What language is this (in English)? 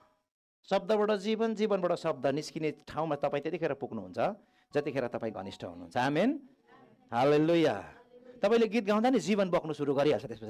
Nepali